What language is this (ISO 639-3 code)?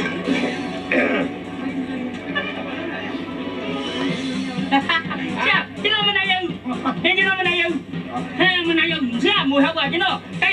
mya